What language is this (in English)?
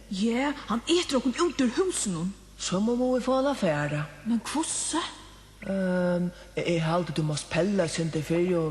Faroese